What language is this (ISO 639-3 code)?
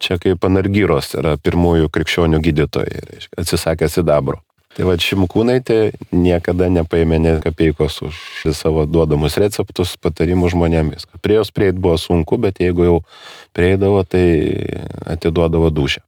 lit